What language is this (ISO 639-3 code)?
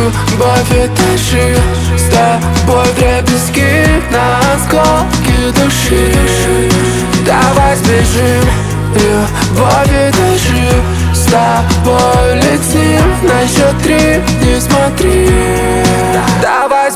rus